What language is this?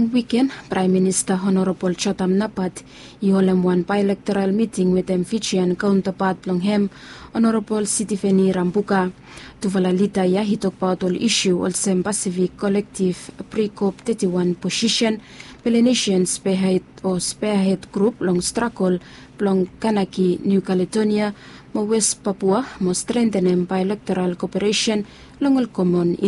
Bislama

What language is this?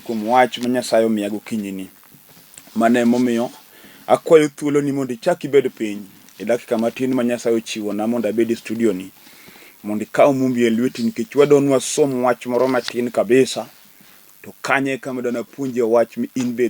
Luo (Kenya and Tanzania)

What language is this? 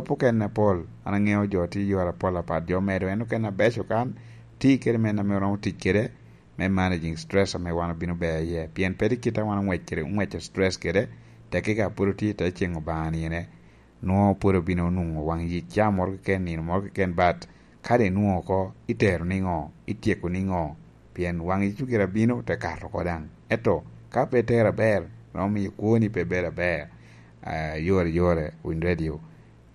Lango (Uganda)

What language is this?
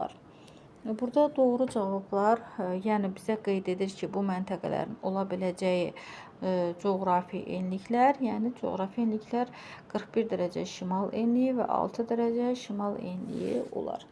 Azerbaijani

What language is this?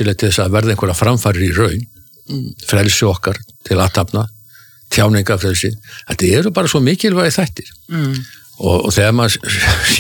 Icelandic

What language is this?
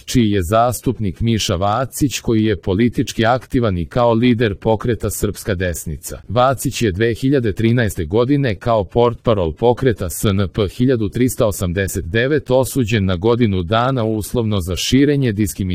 Serbian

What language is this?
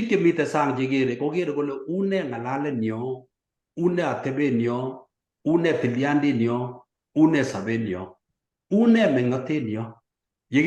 Kalenjin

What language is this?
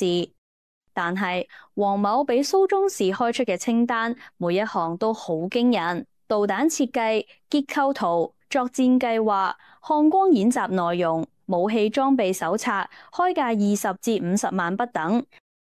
Cantonese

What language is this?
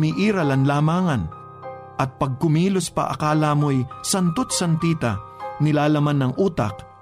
Filipino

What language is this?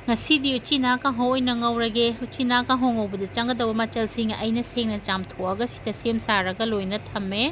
Manipuri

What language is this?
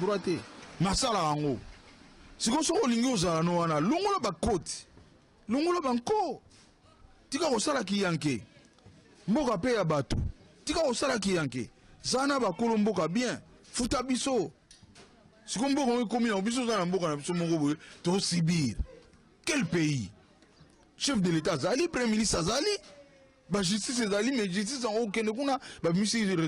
Lingala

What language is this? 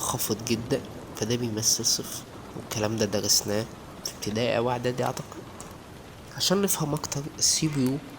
Egyptian Arabic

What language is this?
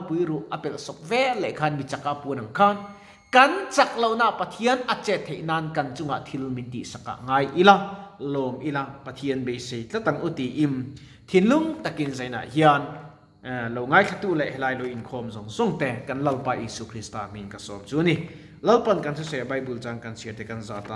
Mizo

